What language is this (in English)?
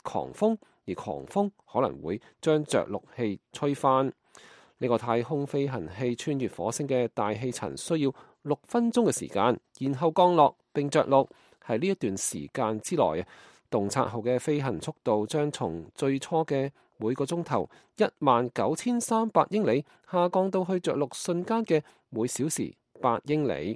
Cantonese